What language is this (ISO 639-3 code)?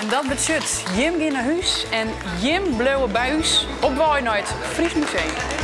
fry